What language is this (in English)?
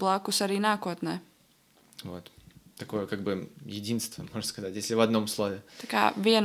Latvian